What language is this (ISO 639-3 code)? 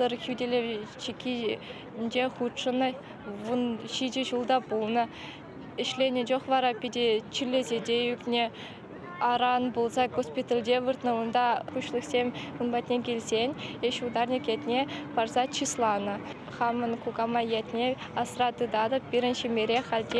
chv